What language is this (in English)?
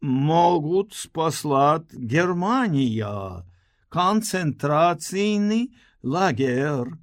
Belarusian